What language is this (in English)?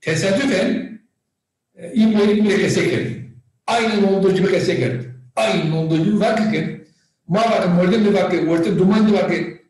Zaza